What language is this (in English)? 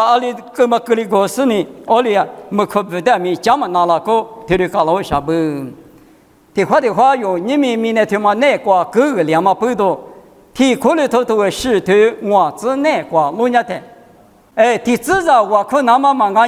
Lisu